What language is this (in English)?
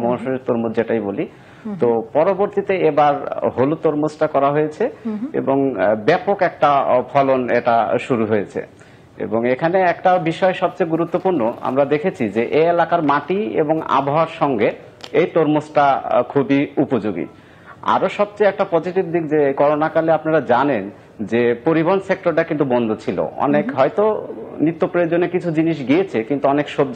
Bangla